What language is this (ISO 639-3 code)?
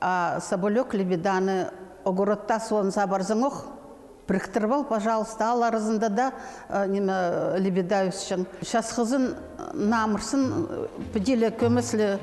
kjh